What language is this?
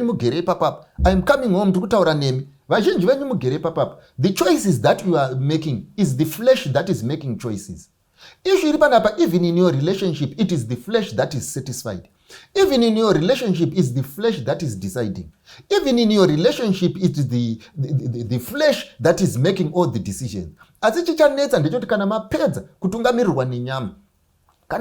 Shona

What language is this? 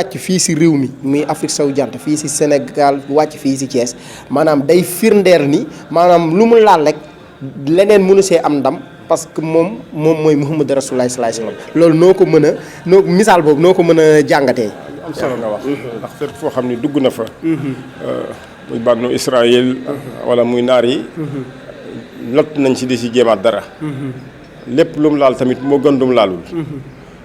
Wolof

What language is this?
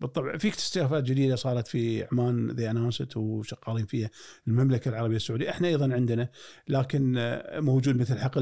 Gulf Arabic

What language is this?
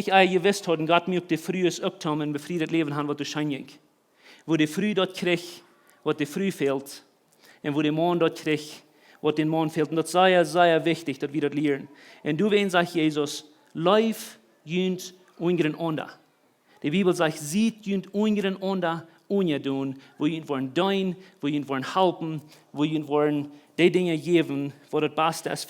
Plautdietsch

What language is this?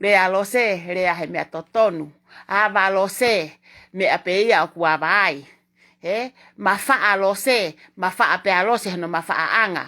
Tongan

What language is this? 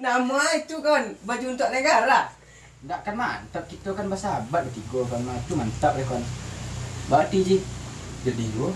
Minangkabau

